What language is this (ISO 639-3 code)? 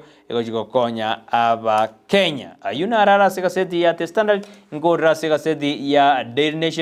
guz